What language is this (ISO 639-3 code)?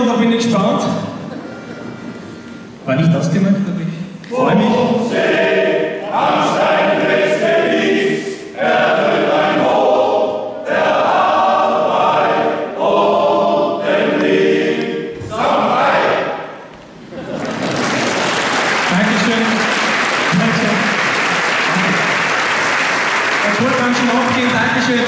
deu